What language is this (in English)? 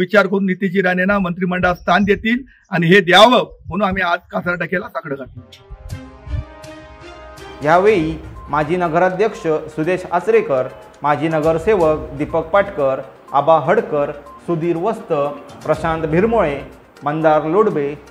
Marathi